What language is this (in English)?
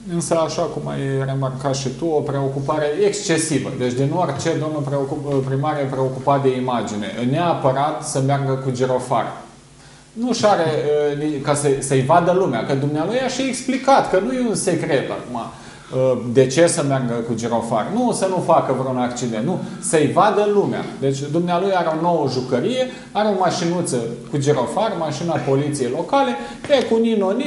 Romanian